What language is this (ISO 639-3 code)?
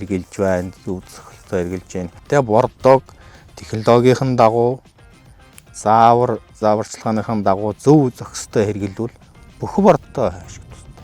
mon